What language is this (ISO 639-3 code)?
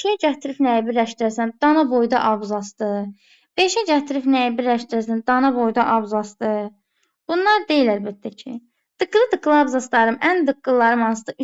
aze